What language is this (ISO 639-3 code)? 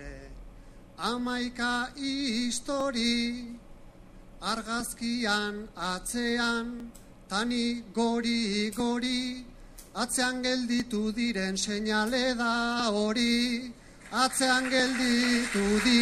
eus